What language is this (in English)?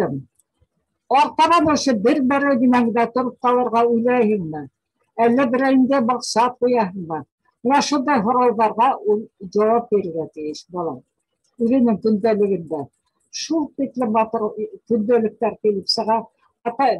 Bashkir